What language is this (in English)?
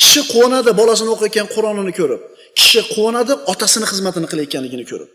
Uzbek